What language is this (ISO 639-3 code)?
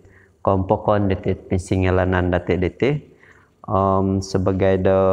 dtp